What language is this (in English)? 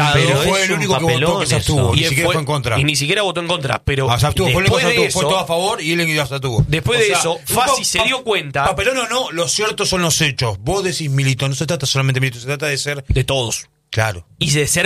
Spanish